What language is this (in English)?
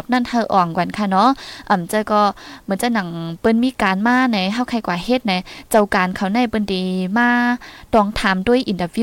Thai